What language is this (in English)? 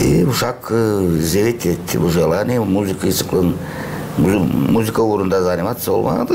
Gagauz